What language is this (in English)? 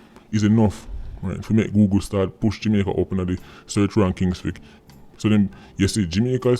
Jamaican Creole English